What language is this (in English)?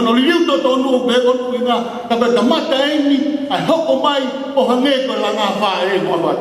Tongan